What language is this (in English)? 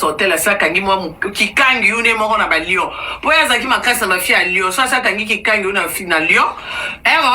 Lingala